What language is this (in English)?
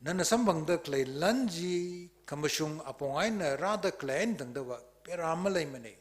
Tangkhul Naga (India)